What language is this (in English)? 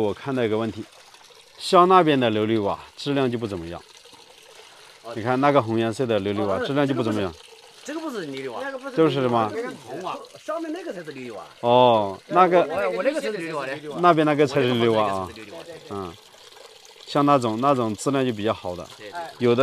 Chinese